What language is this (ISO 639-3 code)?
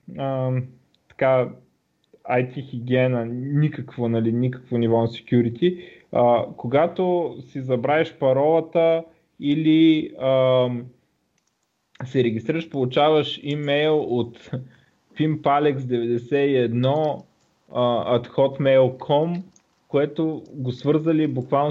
bul